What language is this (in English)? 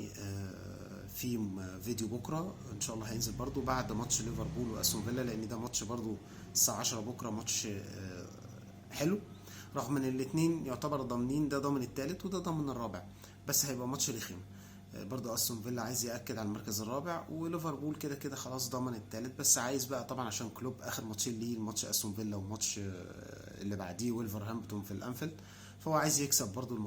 Egyptian Arabic